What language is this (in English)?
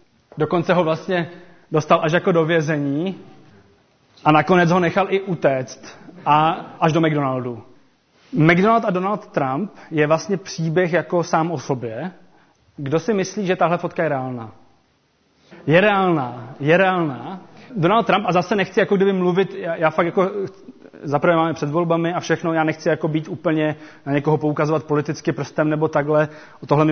Czech